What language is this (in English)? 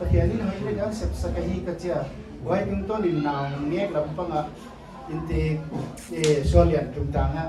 Paite Chin